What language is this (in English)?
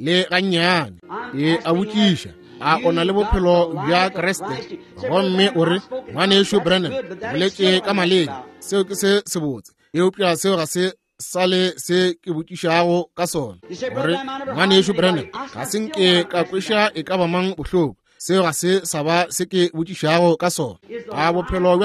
Northern Sotho